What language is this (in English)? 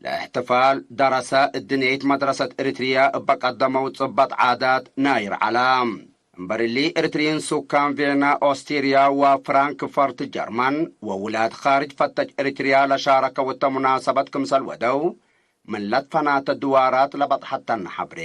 Tigre